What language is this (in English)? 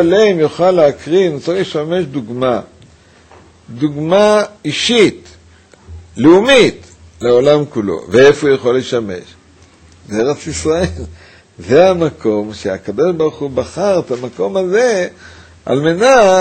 Hebrew